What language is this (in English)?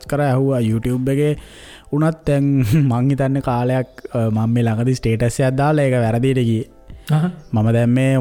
Sinhala